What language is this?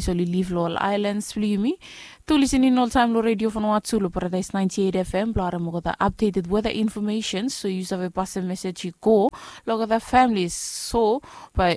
Bislama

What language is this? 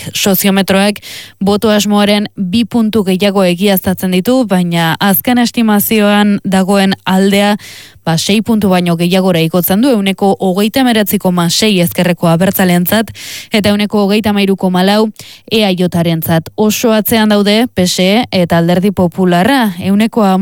Basque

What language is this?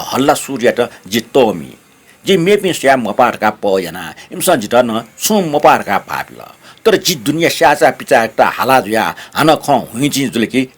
Newari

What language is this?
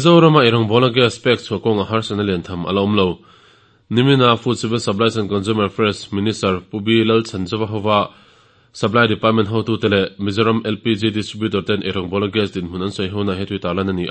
Mizo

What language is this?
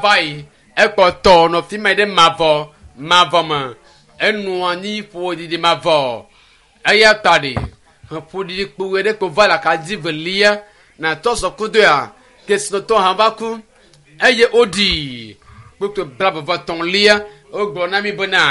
Ewe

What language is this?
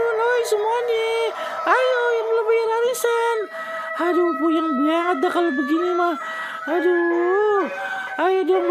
Betawi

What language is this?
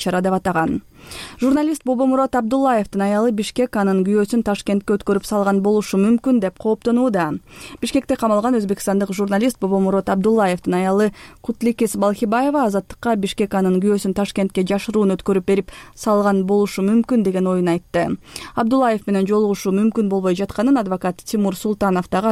Kyrgyz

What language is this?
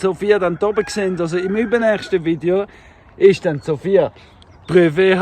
Swiss German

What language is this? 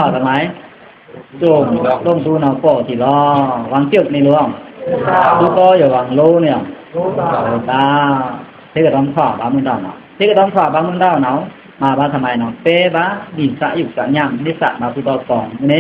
Pa'o Karen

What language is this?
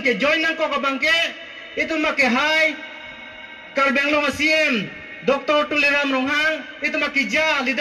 Karbi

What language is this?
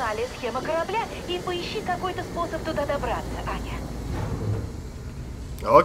Russian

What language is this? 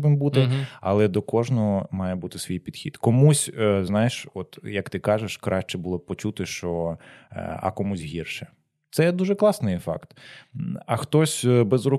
Ukrainian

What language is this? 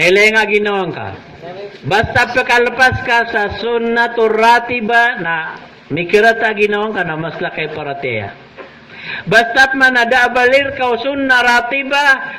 Maranao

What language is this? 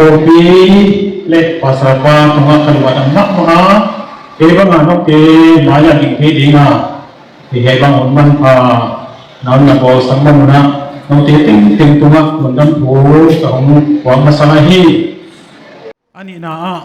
Tedim Chin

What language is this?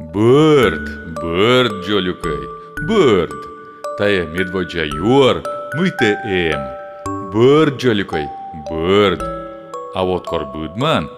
Komi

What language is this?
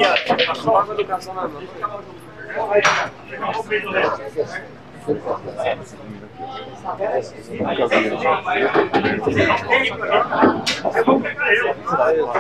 Portuguese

